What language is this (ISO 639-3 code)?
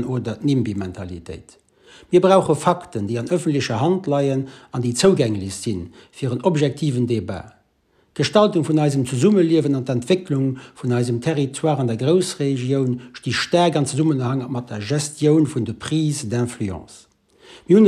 ltz